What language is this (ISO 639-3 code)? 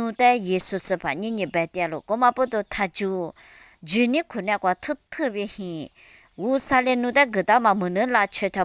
lis